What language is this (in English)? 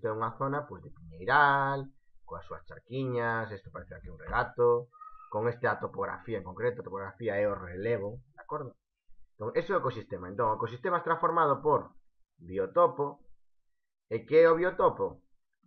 Galician